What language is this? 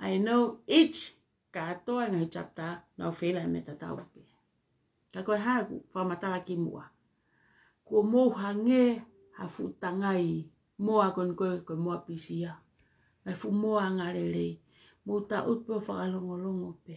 Tongan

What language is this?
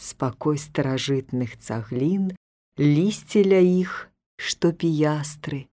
Belarusian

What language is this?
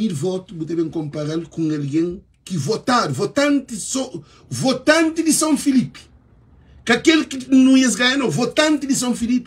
Kabuverdianu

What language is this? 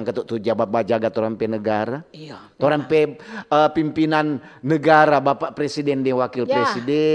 Manado Malay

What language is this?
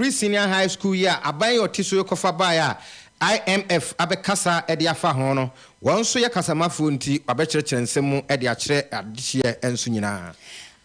Akan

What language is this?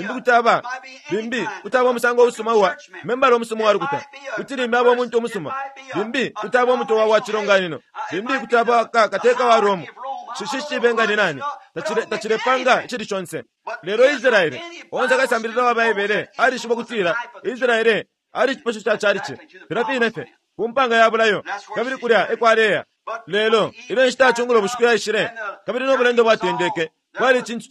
Bemba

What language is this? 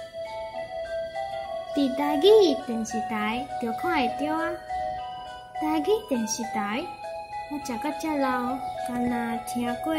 Min Nan Chinese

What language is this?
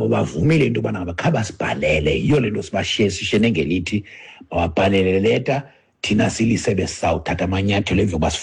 Xhosa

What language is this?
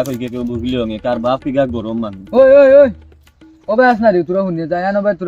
Sylheti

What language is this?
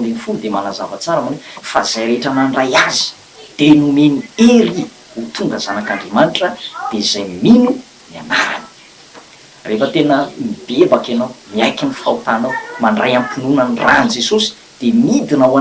Malagasy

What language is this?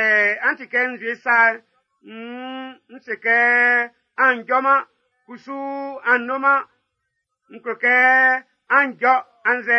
Baoulé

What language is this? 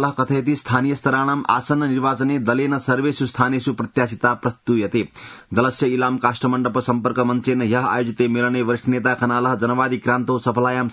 Sanskrit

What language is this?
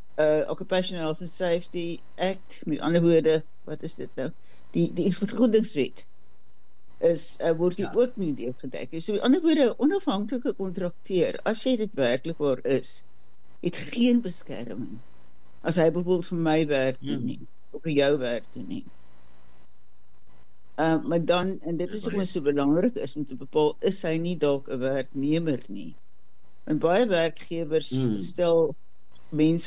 Afrikaans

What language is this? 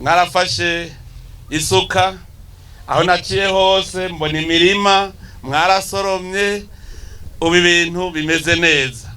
Rundi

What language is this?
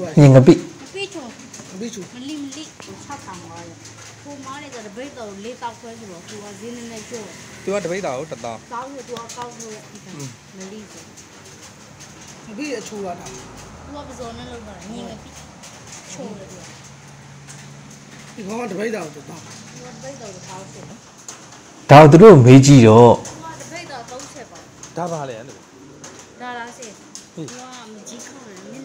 Burmese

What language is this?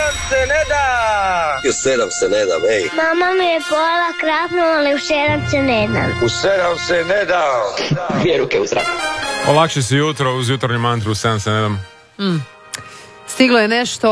Croatian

